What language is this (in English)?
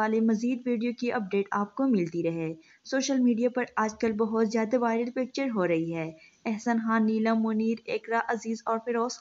Urdu